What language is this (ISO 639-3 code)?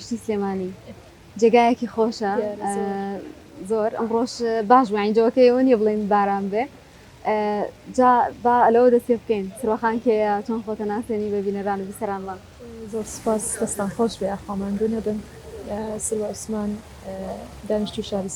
ckb